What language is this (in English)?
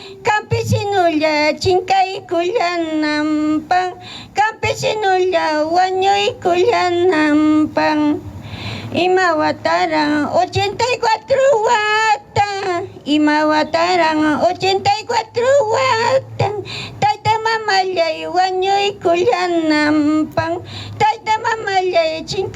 Ayacucho Quechua